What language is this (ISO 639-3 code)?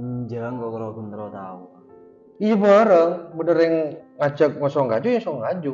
mad